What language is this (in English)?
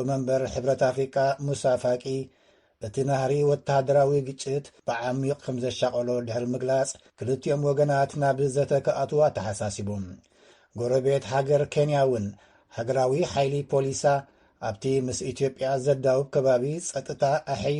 Tigrinya